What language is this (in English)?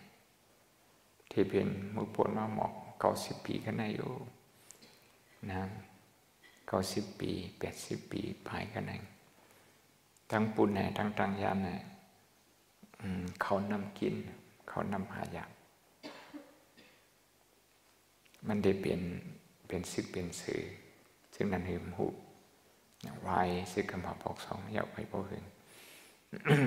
Burmese